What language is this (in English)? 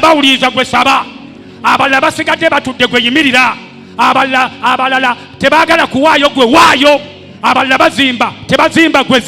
Ganda